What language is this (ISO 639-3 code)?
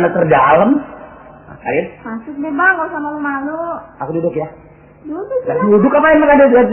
bew